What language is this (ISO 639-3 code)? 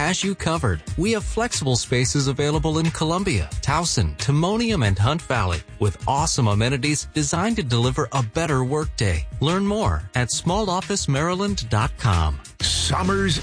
eng